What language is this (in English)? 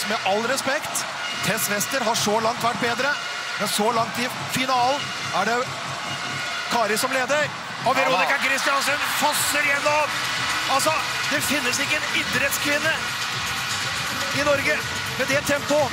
Norwegian